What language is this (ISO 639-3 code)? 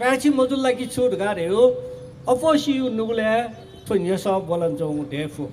new